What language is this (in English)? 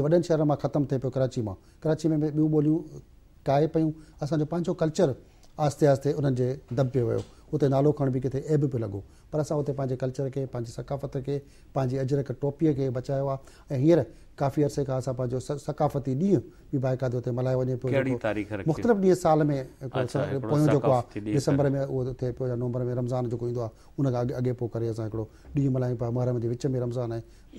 Sindhi